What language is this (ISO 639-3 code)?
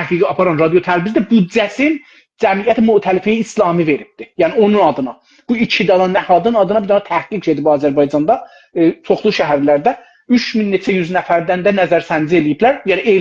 azb